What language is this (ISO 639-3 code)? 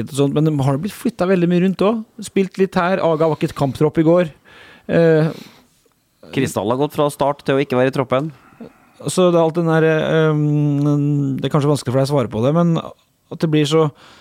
nor